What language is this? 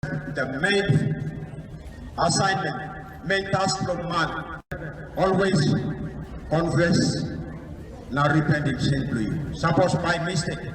Tok Pisin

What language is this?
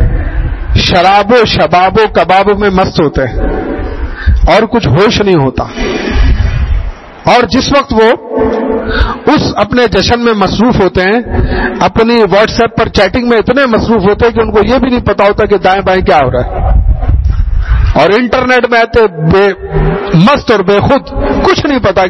Urdu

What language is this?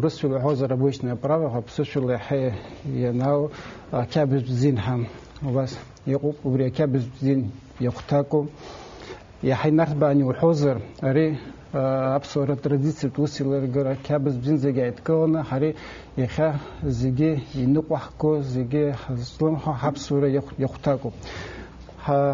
Abkhazian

